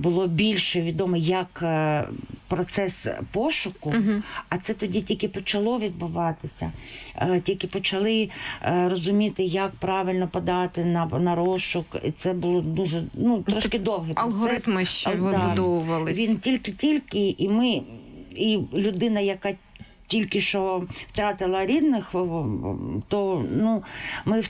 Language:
Ukrainian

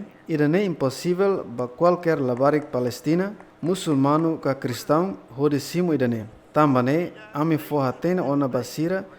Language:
Tetum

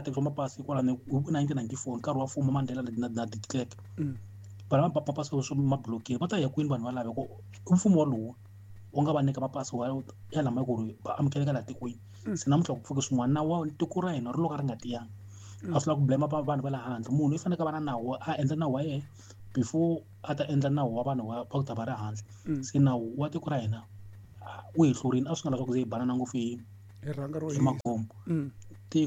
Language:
Tsonga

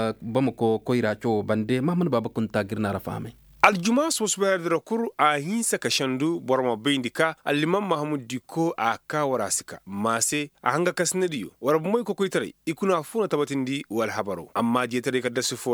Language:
Koyraboro Senni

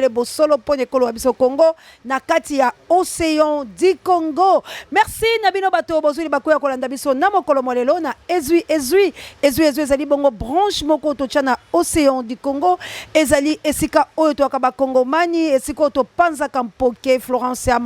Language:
Lingala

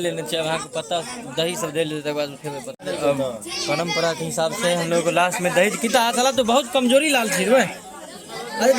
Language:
Maithili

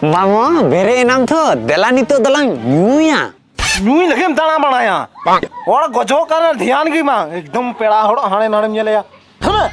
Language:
Santali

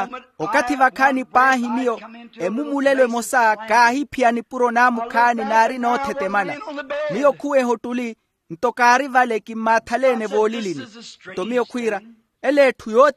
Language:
Makhuwa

